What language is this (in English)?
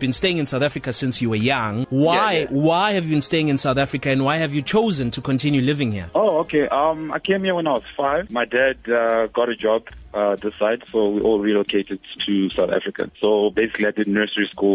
English